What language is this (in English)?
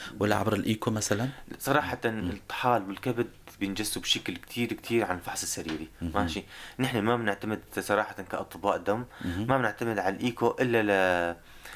North Levantine Arabic